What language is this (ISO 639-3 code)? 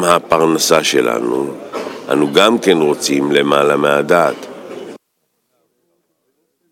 heb